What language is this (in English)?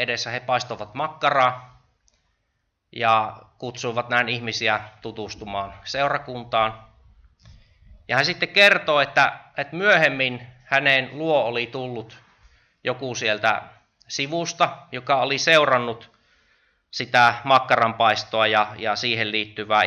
Finnish